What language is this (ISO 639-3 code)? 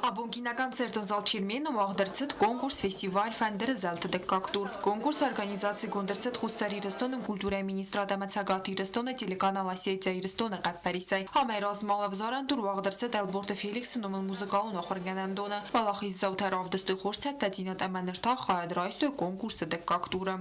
oss